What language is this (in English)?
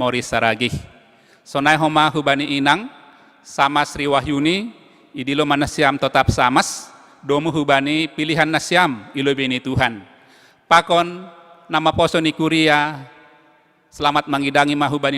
Batak Simalungun